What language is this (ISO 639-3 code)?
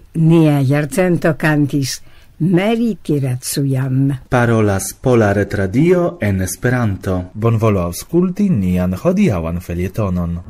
epo